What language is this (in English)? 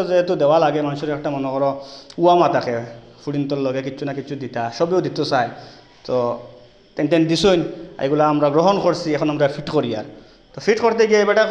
Sylheti